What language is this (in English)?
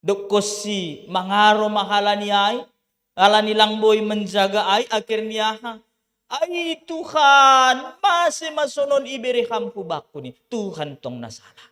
Batak Simalungun